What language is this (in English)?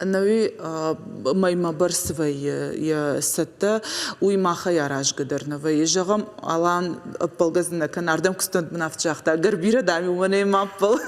Ossetic